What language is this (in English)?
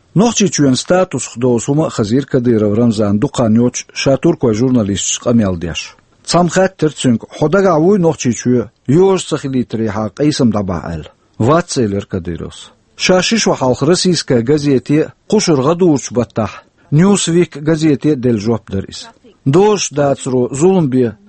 Chechen